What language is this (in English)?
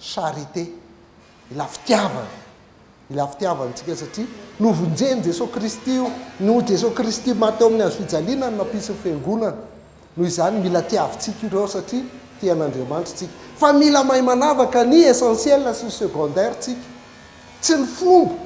Malagasy